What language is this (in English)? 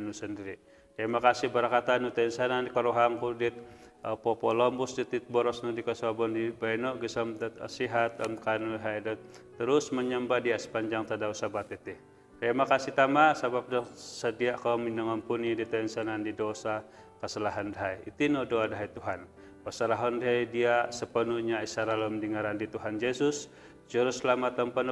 Central Dusun